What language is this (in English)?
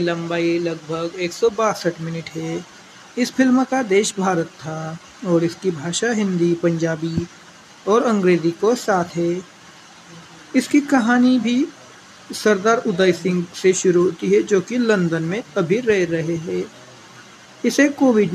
Hindi